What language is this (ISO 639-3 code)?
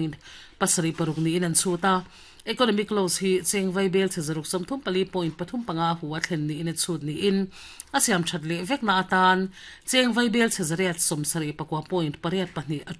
lus